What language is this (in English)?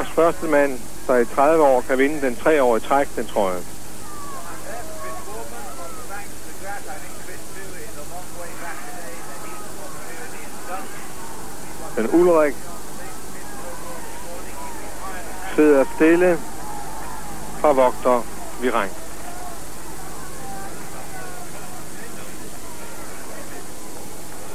Danish